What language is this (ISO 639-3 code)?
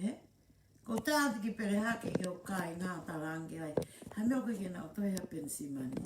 ton